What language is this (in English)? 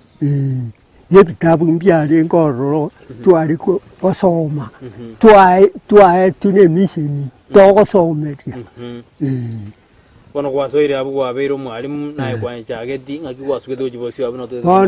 Gusii